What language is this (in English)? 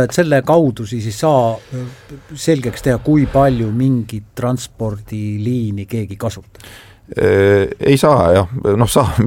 Estonian